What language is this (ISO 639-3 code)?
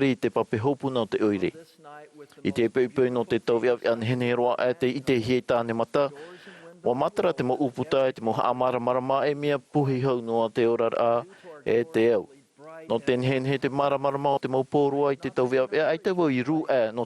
tah